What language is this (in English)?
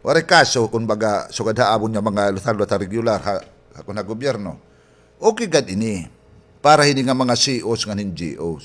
Waray